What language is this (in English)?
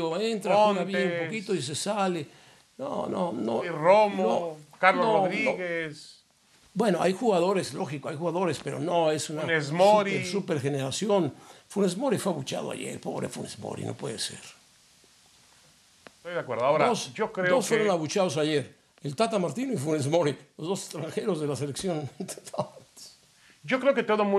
Spanish